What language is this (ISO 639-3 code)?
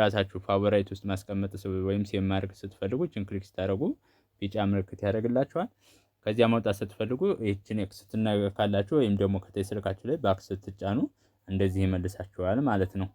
amh